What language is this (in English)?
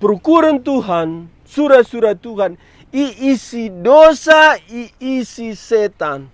Batak Karo